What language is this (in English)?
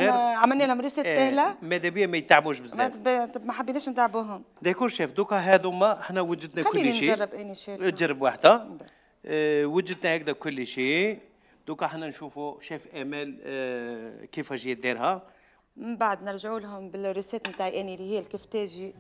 Algerian Arabic